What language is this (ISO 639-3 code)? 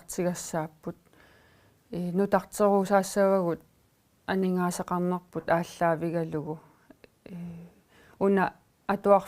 kal